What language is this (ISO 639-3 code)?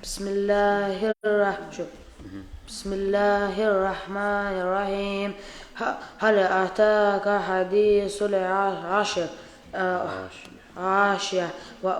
kum